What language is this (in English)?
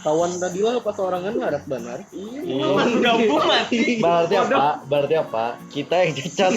Banjar